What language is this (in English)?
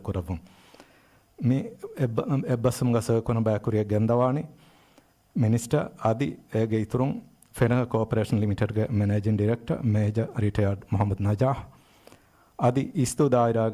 Divehi